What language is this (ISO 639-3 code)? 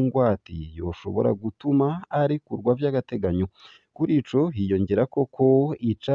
run